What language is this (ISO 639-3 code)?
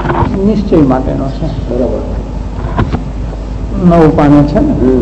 guj